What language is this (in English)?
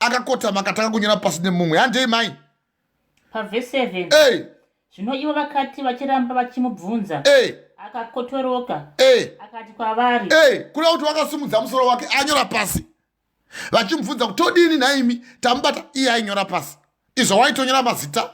Shona